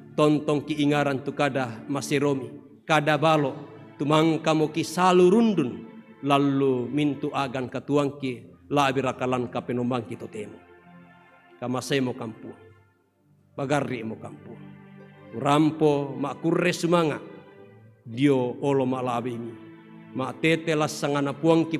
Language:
Toraja-Sa'dan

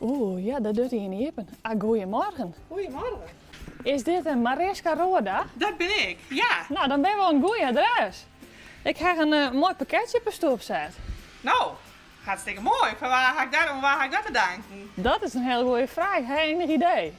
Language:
Western Frisian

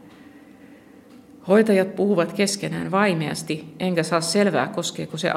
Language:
Finnish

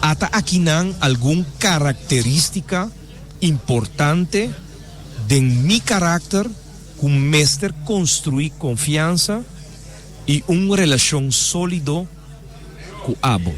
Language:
Papiamento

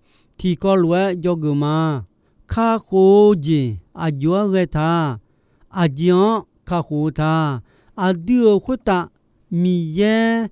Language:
Akha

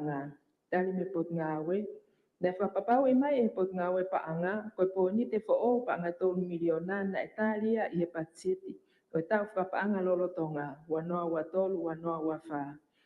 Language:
Tongan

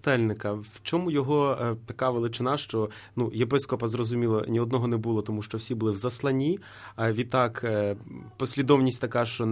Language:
Ukrainian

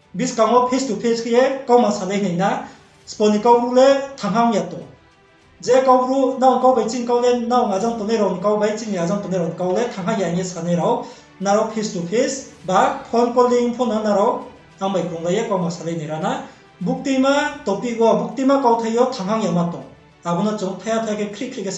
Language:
Riang (India)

